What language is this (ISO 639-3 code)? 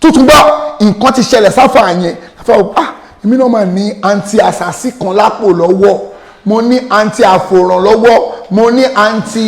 yor